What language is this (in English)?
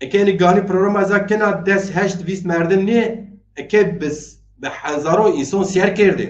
Zaza